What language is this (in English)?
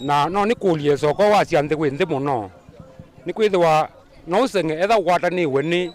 Kamba